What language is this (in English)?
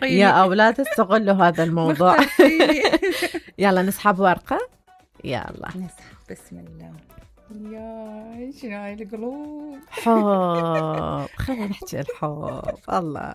Mesopotamian Arabic